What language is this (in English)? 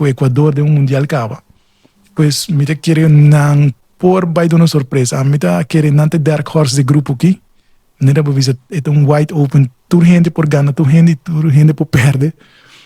Papiamento